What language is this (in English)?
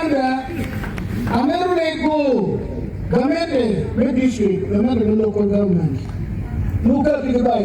Acoli